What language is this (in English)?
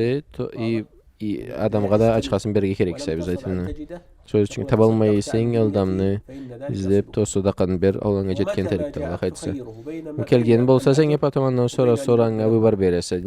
Karachay-Balkar